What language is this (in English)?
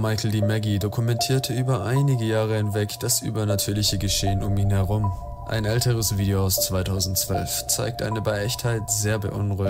German